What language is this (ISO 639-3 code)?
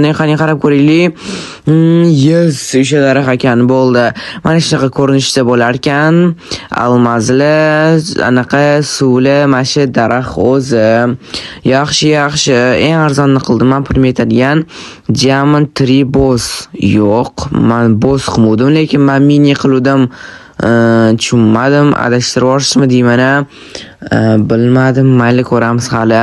uzb